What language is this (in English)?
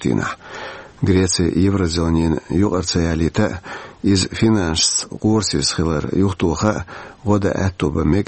Chechen